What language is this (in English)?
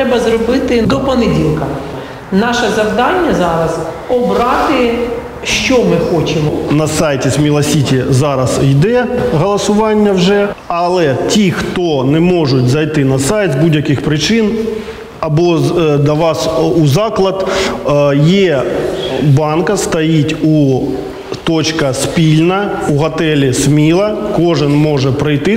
Ukrainian